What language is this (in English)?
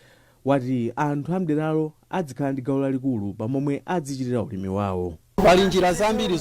Nyanja